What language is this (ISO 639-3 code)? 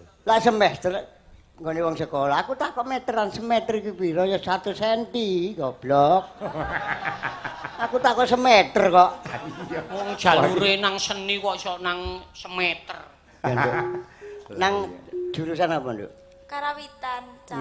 jav